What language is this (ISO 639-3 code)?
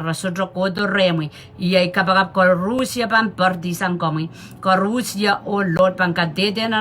pon